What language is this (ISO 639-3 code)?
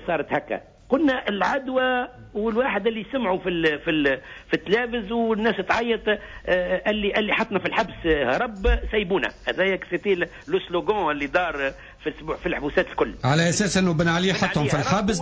aeb